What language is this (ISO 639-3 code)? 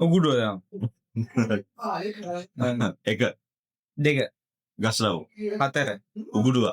sin